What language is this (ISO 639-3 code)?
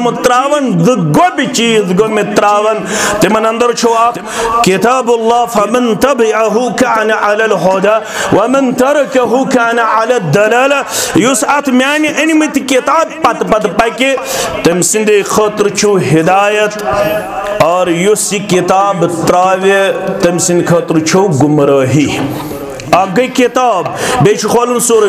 kas